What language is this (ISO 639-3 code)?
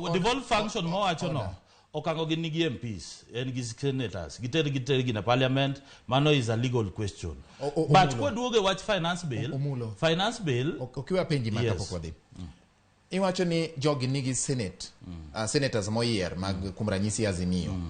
luo